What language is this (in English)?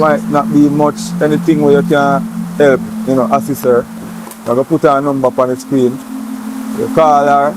Jamaican Creole English